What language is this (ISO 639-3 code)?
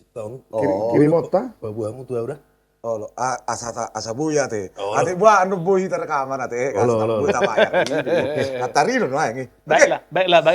bbc